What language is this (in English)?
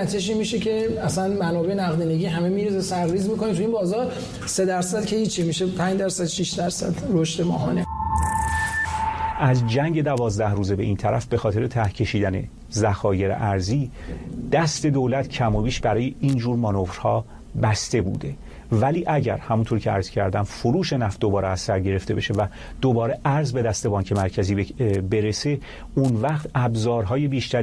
Persian